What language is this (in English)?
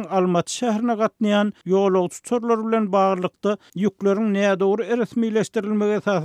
Turkmen